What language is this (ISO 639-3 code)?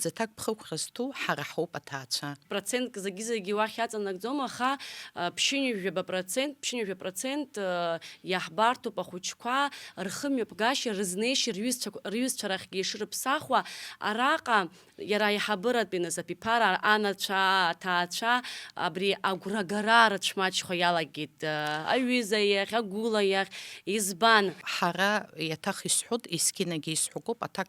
abk